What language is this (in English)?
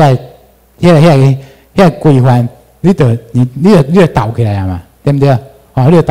Chinese